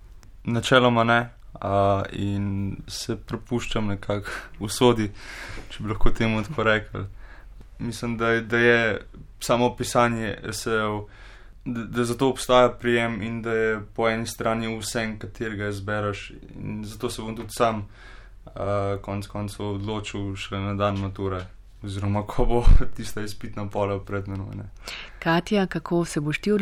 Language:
Slovenian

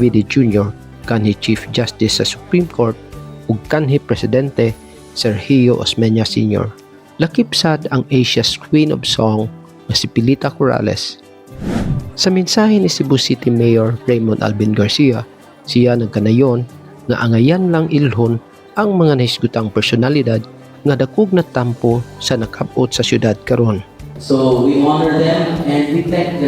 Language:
Cebuano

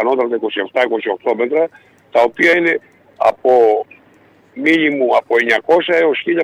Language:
Greek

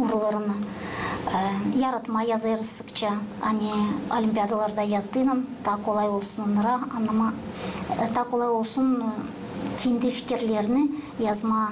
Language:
Gagauz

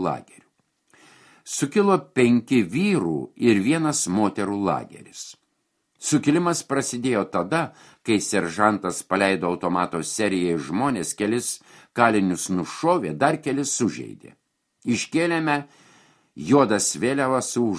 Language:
Lithuanian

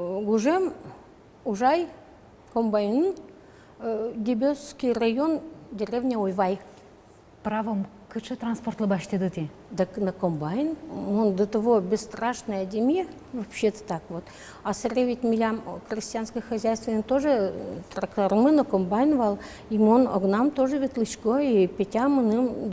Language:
Udmurt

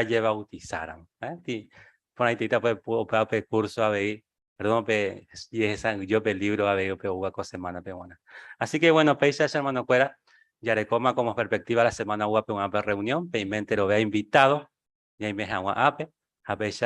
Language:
Guarani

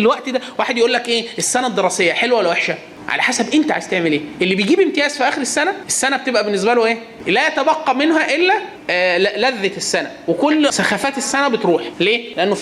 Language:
Egyptian Arabic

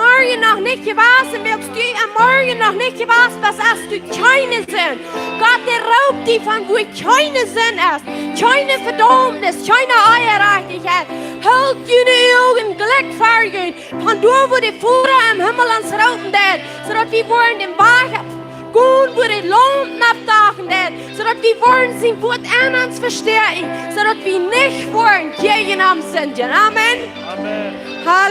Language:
Plautdietsch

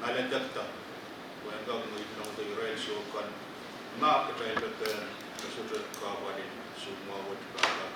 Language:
Pohnpeian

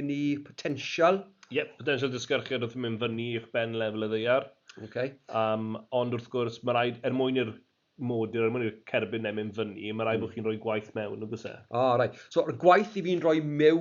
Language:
Welsh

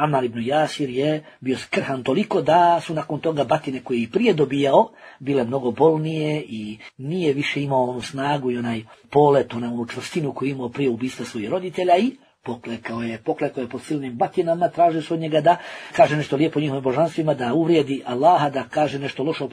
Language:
Bosnian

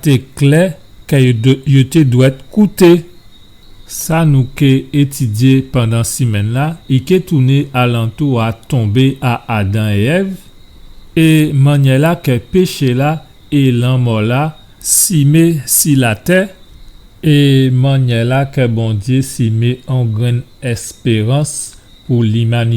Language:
Guadeloupean Creole French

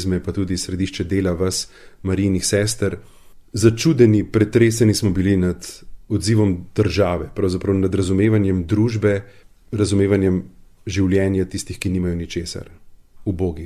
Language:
Slovenian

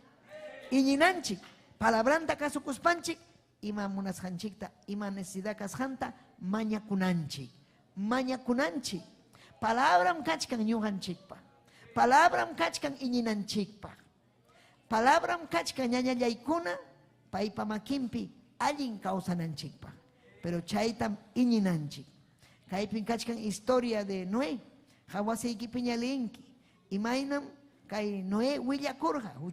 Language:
Ayacucho Quechua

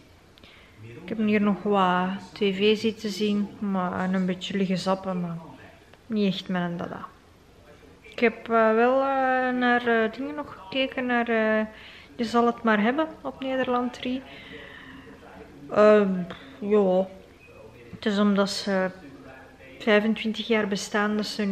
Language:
Dutch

